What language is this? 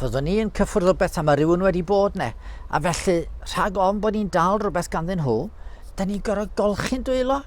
Welsh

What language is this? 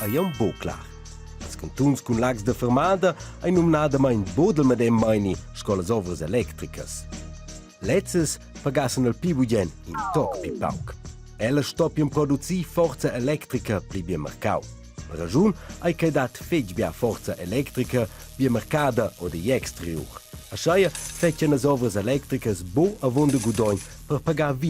Romansh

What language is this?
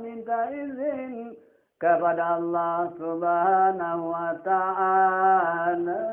Sasak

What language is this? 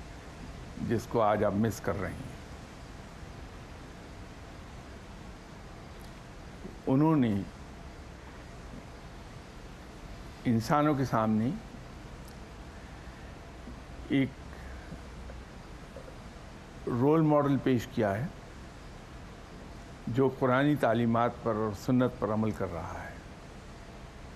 Urdu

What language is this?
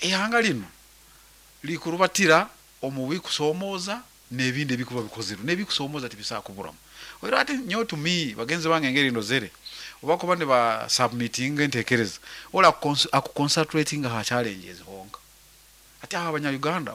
Nyankole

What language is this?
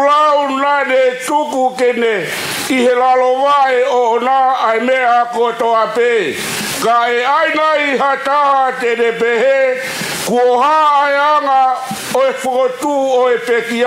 Tongan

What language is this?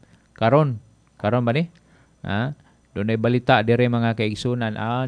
Cebuano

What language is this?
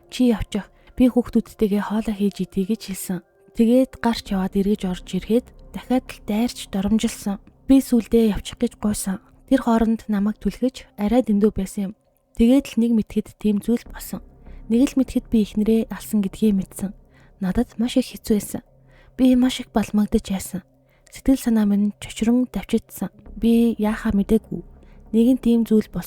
Mongolian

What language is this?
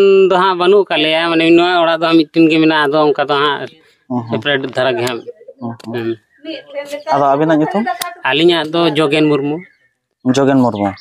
Santali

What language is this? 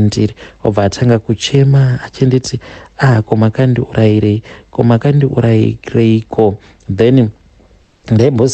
Shona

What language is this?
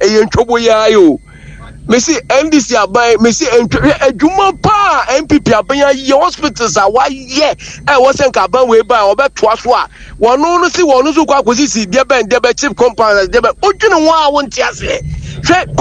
Akan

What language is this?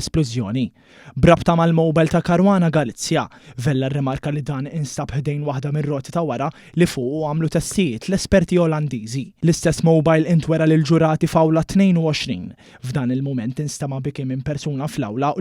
Maltese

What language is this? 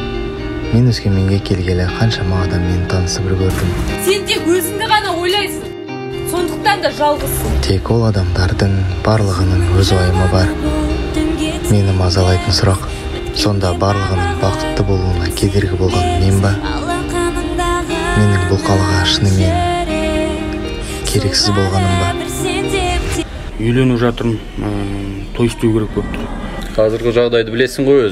Kazakh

